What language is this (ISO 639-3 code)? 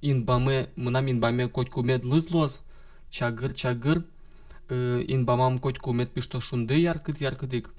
udm